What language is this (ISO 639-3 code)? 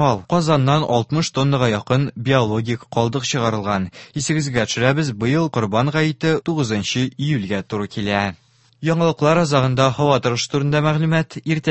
tat